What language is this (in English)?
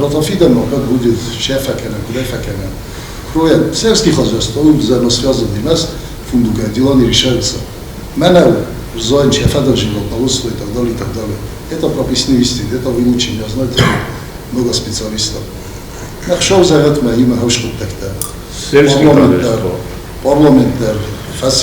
Ossetic